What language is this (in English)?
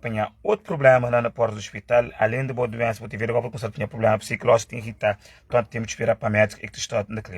Kabuverdianu